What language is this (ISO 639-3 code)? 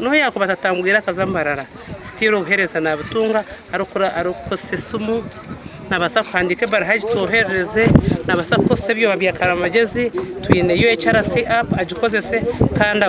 nyn